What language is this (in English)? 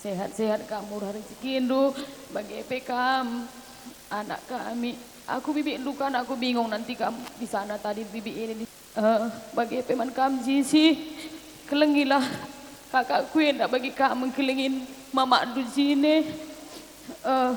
Batak Karo